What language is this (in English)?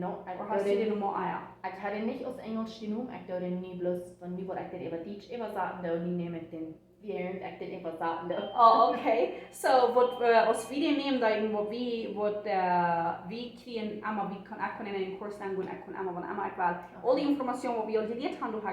Plautdietsch